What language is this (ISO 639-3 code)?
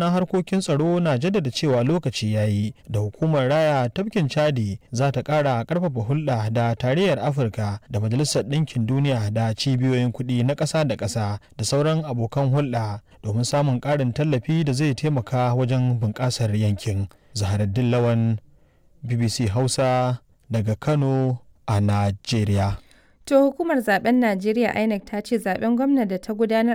hau